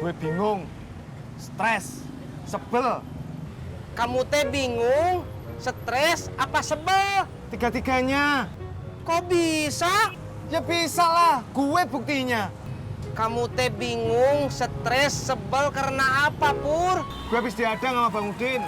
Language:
Betawi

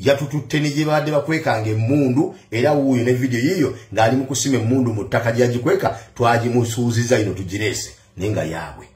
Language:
Ganda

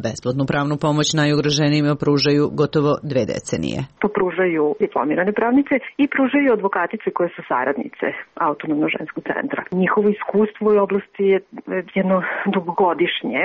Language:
Serbian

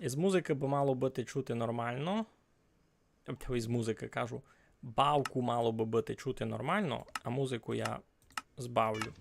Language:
Rusyn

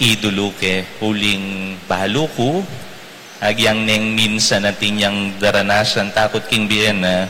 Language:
Pampanga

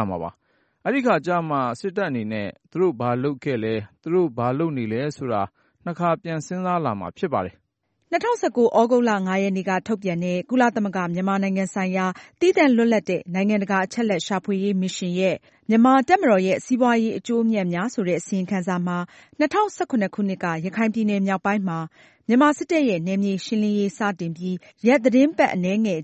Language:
Burmese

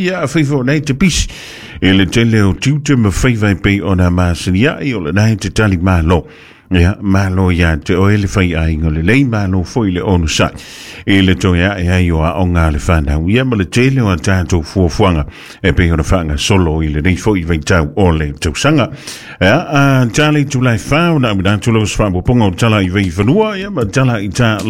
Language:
Samoan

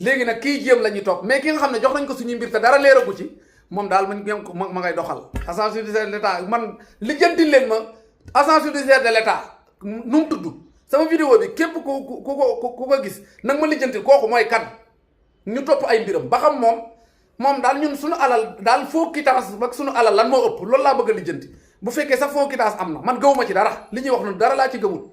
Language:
Wolof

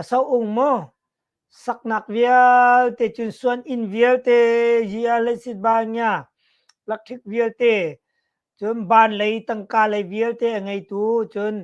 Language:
Hakha Chin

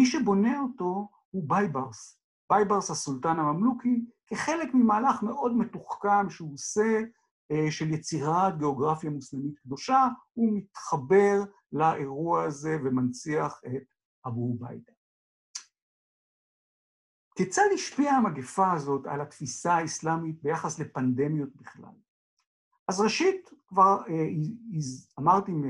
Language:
Hebrew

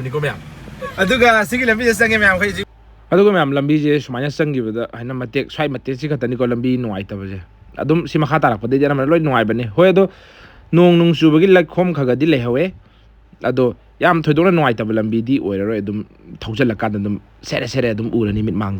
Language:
Manipuri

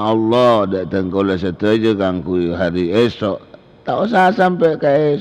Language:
Madurese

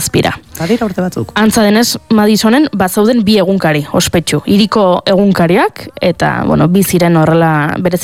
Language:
Basque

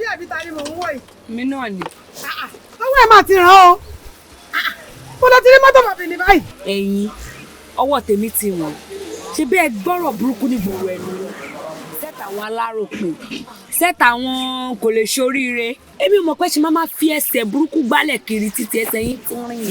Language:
Yoruba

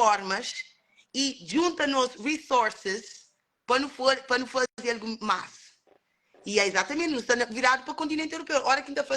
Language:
Kabuverdianu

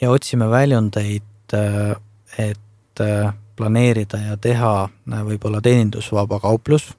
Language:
Estonian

